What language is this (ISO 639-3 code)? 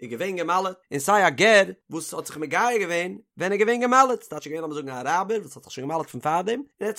yid